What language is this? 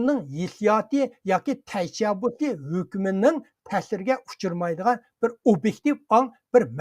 Uyghur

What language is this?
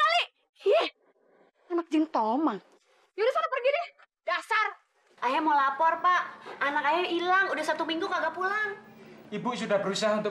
Betawi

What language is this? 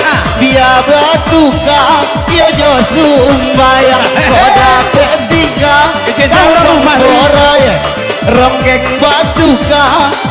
Minangkabau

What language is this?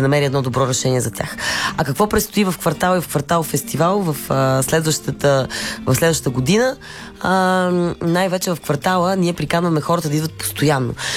Bulgarian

